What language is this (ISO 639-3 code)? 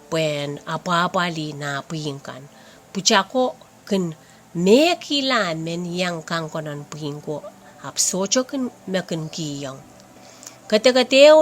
pon